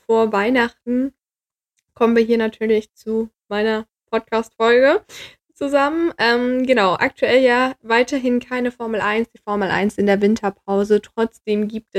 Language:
German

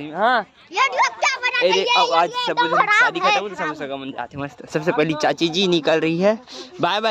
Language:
Chhattisgarhi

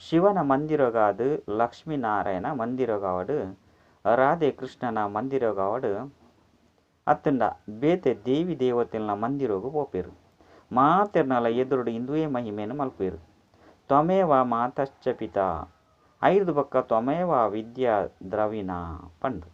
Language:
Tulu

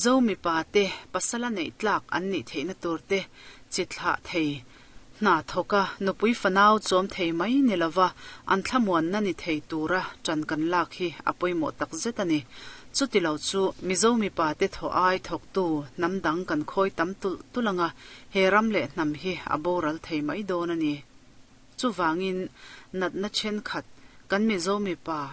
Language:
Mizo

